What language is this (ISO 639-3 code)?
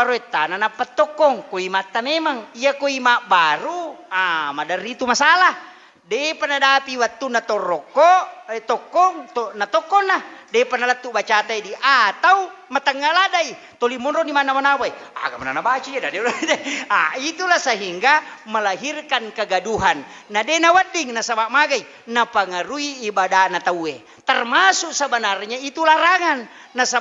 bug